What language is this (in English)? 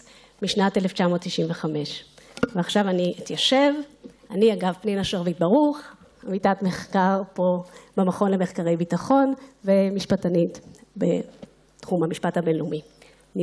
Hebrew